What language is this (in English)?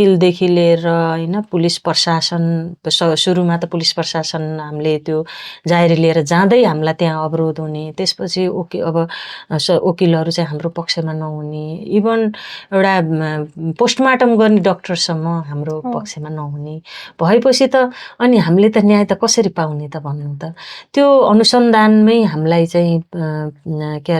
Nepali